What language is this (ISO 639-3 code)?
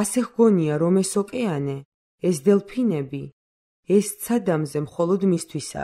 kat